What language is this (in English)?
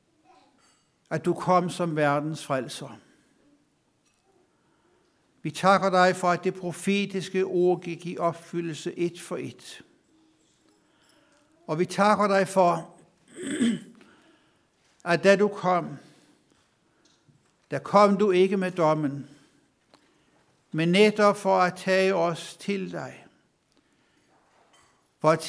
Danish